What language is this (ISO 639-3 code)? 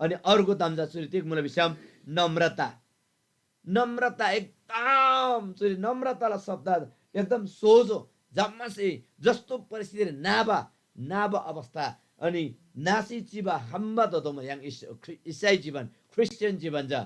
taj